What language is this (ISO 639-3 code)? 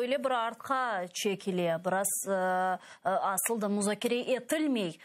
crh